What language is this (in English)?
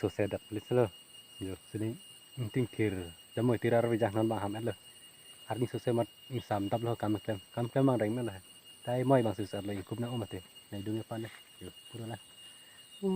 Karbi